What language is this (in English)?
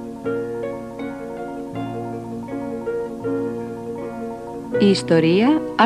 Greek